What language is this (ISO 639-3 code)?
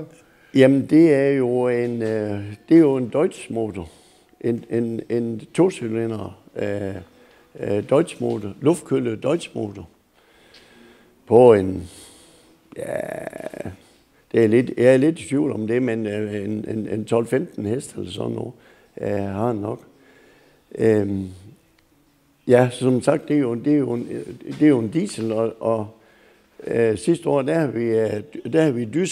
dan